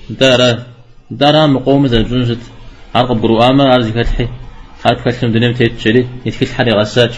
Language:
Kabardian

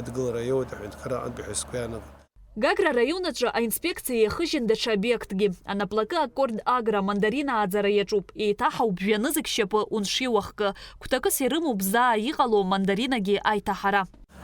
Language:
Abkhazian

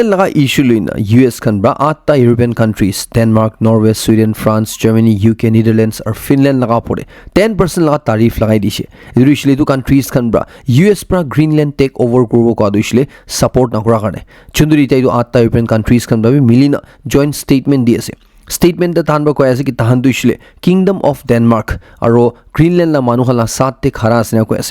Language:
Naga Pidgin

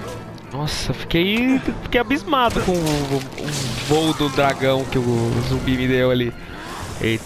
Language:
Portuguese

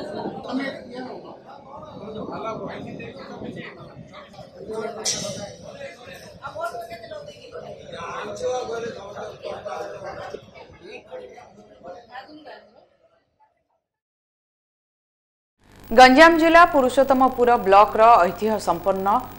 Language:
Odia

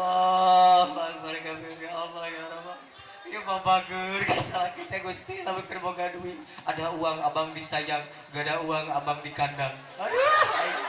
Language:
Sundanese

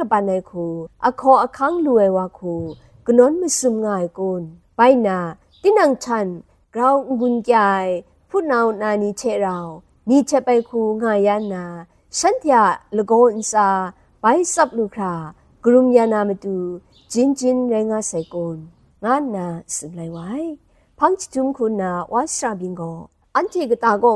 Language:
Kachin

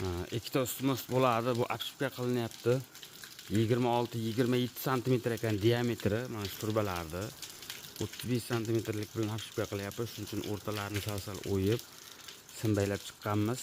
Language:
Uzbek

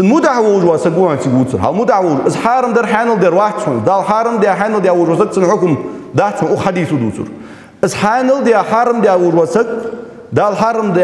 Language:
Ingush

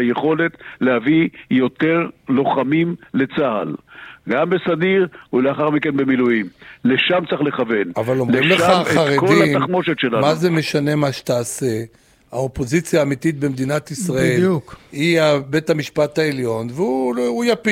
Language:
Hebrew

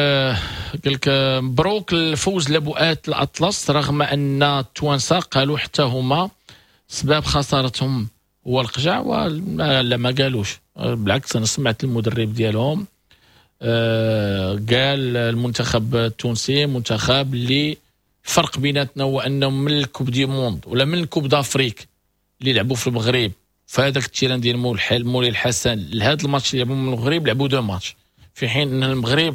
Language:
Moroccan Arabic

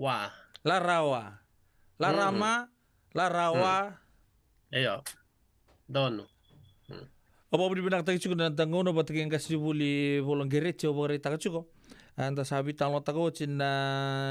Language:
Fijian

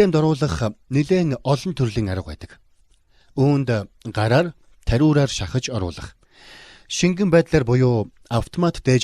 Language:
Mongolian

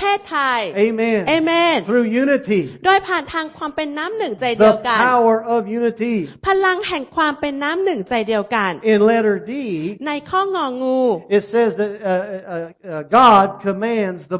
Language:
Thai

